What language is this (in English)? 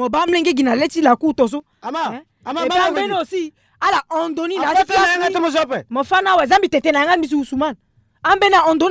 Sango